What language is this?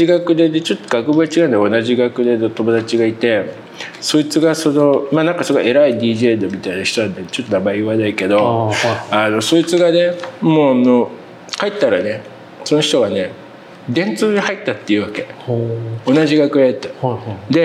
Japanese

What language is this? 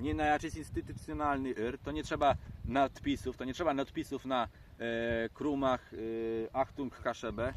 Kashubian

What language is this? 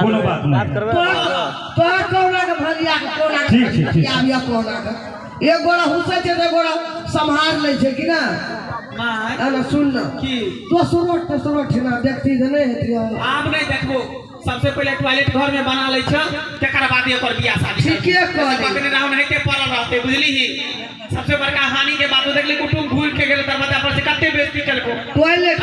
Maithili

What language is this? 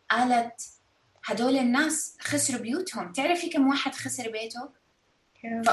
North Levantine Arabic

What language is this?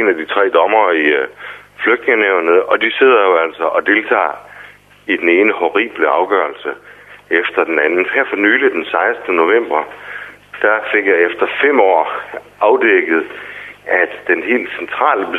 Danish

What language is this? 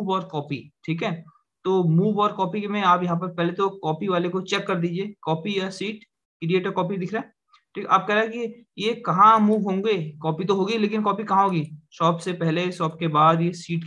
Hindi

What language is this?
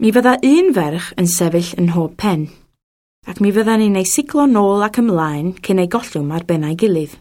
Welsh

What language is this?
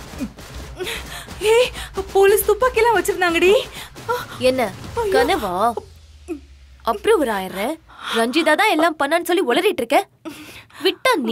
Tamil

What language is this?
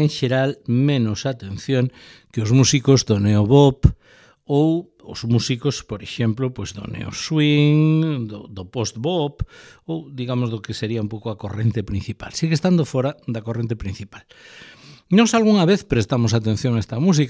Galician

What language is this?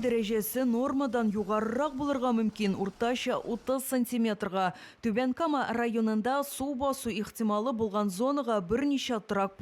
Tatar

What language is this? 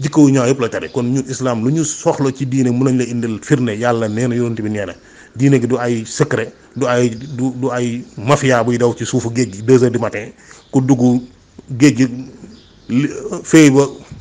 Wolof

